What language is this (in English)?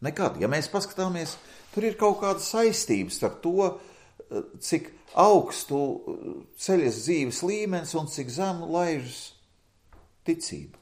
Latvian